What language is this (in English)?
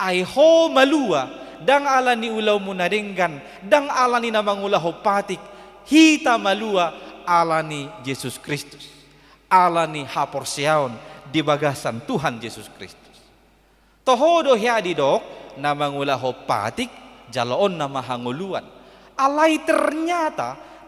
Batak Toba